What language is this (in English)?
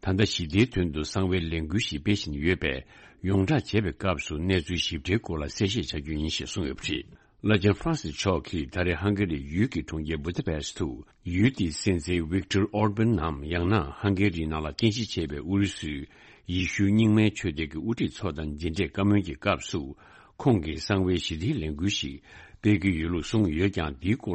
Tibetan